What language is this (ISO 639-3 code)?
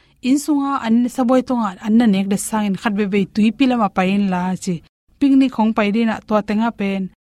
ctd